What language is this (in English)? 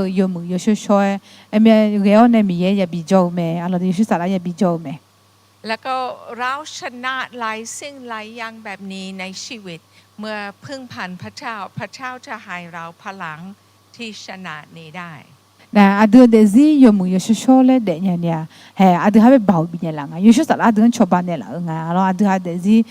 Akha